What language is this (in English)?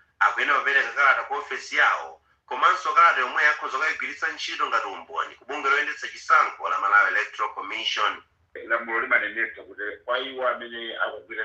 Nyanja